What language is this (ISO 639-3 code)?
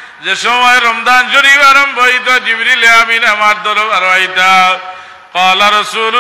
syl